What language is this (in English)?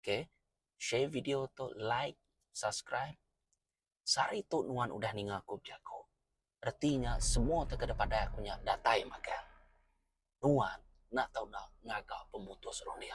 Iban